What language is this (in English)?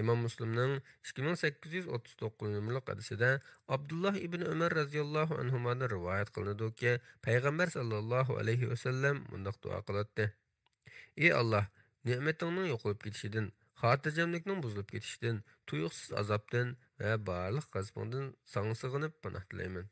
Uyghur